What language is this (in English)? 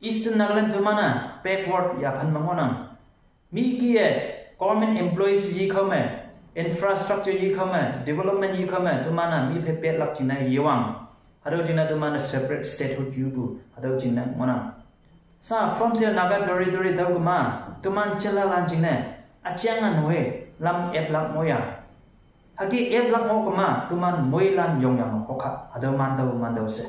Konyak Naga